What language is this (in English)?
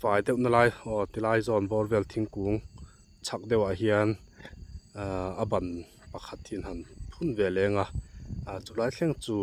Mizo